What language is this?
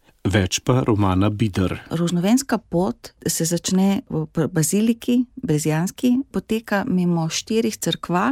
Slovenian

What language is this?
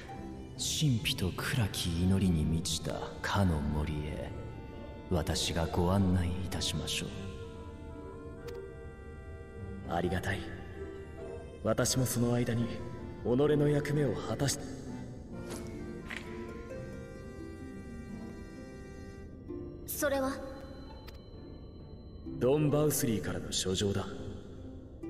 Japanese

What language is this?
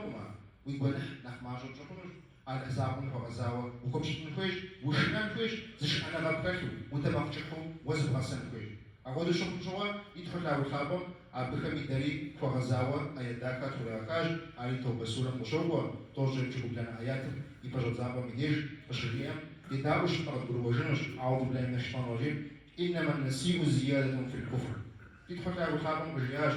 Kabardian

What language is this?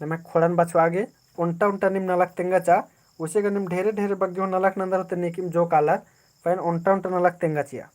Kurukh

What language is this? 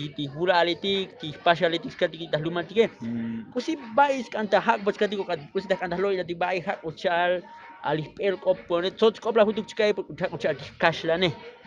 Tzotzil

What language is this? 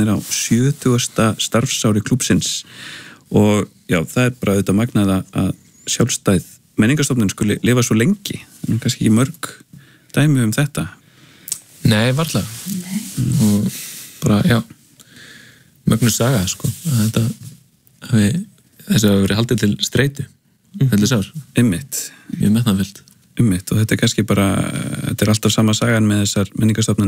Icelandic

